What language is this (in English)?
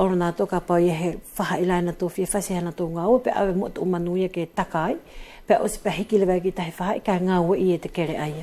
Wallisian